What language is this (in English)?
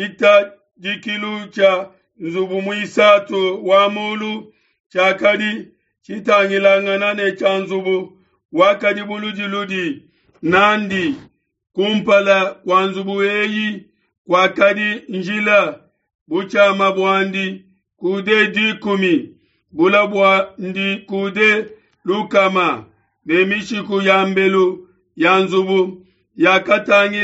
Luba-Lulua